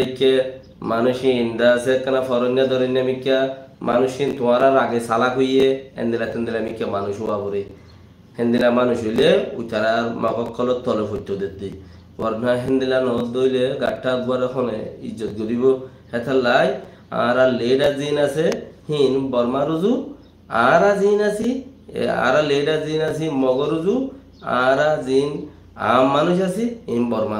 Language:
Rohingya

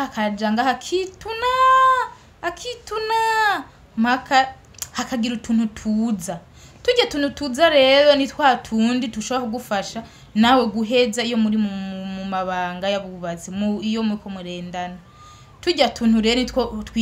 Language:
Rundi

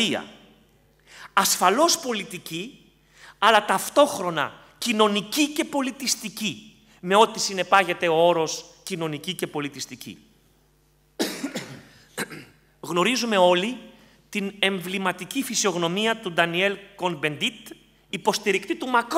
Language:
Greek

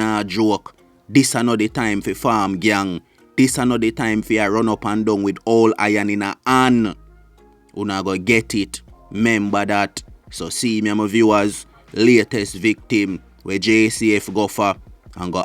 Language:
Jamaican Creole English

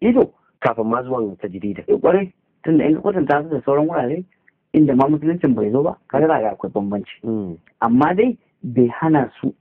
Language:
Hausa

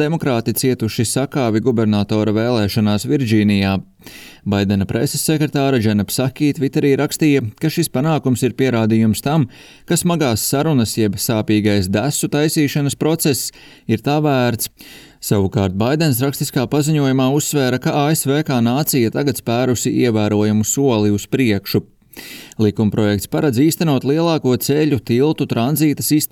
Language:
Latvian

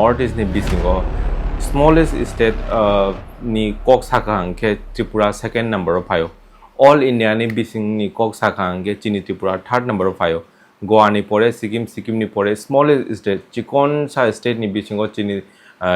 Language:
Kok Borok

